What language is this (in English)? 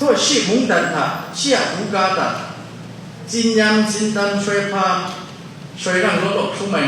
Kachin